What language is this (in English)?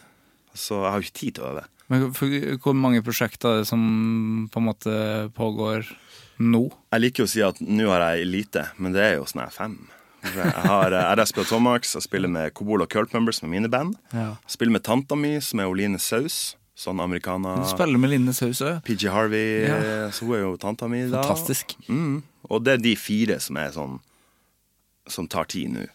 Norwegian